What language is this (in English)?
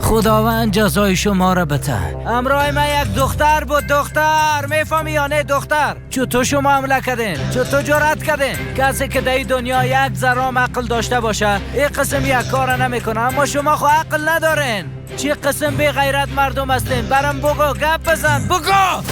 Persian